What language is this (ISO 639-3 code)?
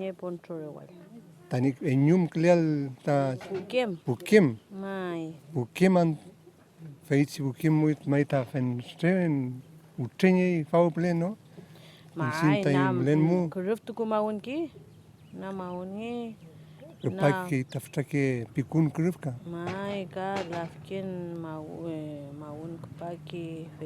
arn